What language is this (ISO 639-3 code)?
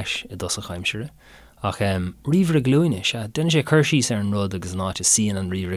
gle